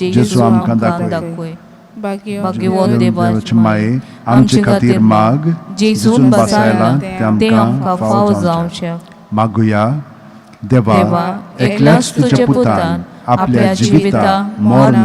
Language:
Konkani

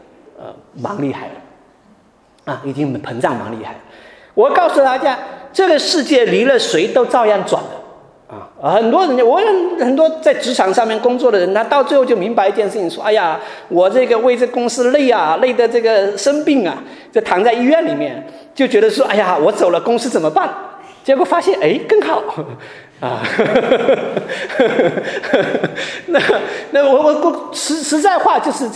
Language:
Chinese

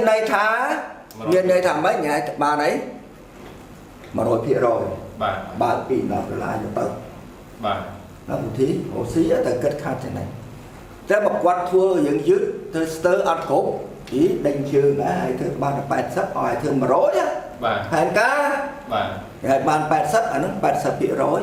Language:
Khmer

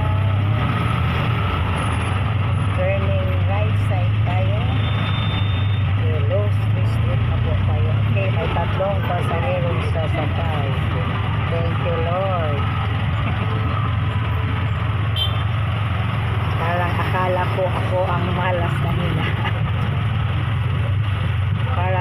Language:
Filipino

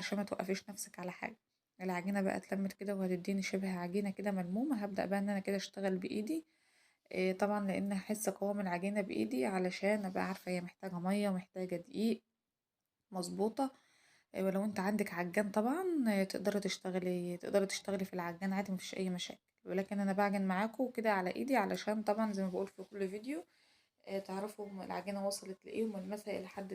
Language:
Egyptian Arabic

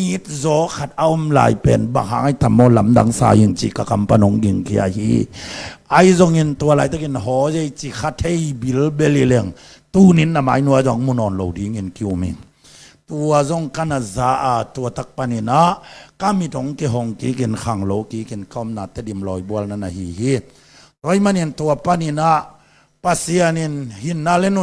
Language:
Tedim Chin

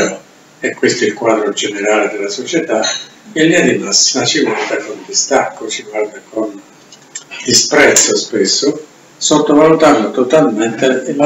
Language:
Italian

